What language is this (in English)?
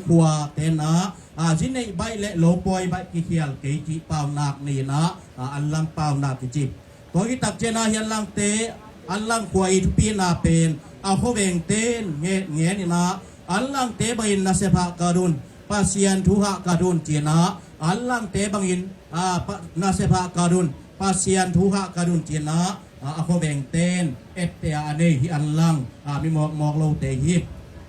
Tedim Chin